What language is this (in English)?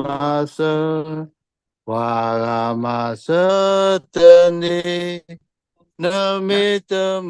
S'gaw Karen